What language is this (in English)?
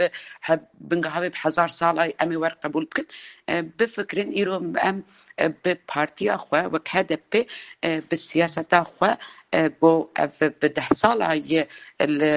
Kurdish